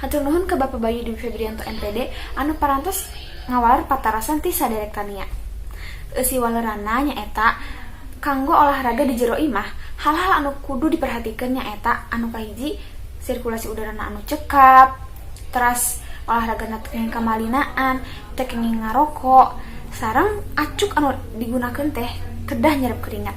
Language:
Sundanese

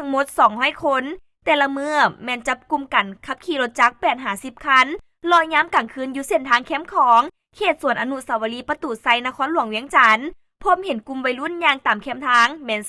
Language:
Lao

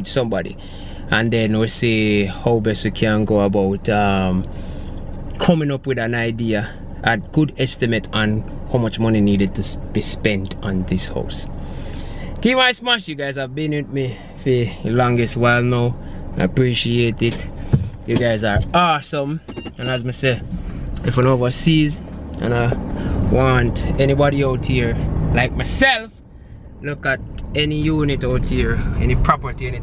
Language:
Jamaican Creole English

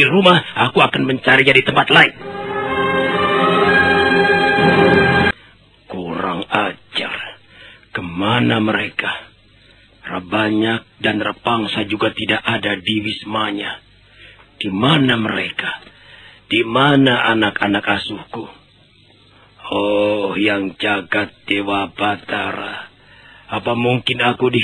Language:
Indonesian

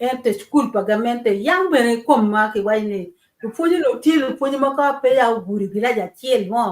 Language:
Acoli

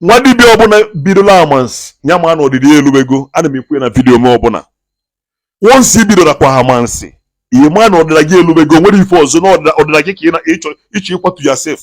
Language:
Igbo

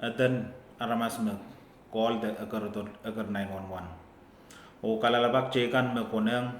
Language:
Pohnpeian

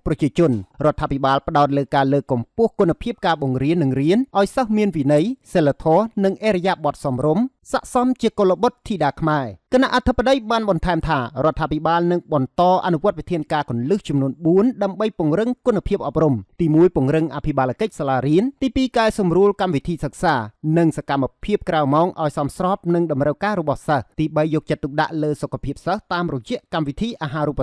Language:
Khmer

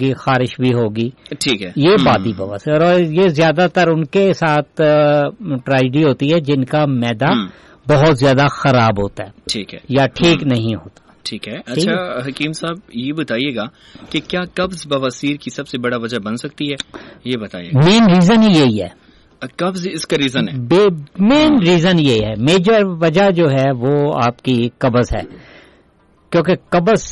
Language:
Urdu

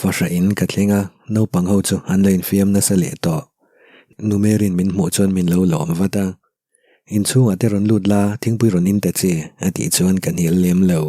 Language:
Mizo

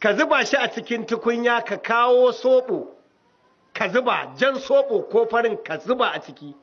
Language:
Hausa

